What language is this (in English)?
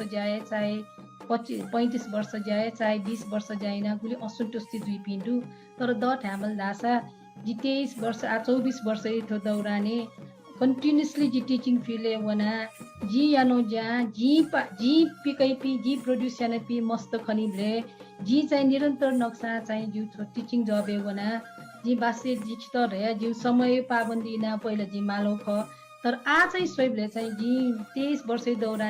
Newari